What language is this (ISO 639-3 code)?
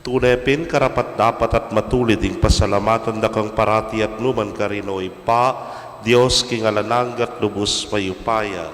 pam